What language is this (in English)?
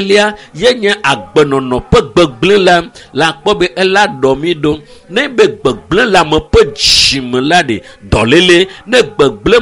Ewe